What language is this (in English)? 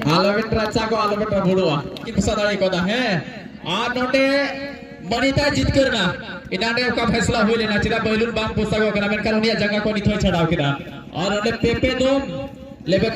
Santali